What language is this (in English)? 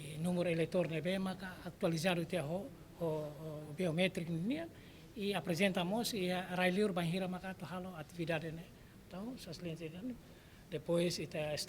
Tetum